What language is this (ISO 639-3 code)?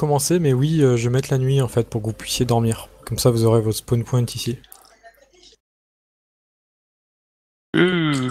fra